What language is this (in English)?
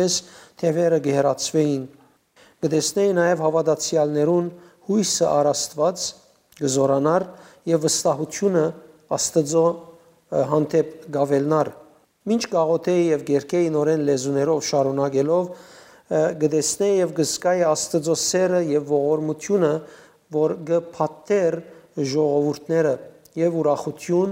Western Armenian